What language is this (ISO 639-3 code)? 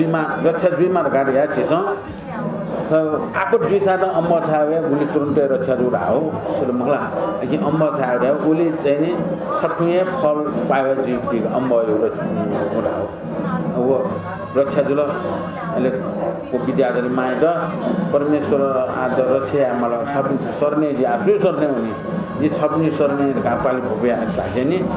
new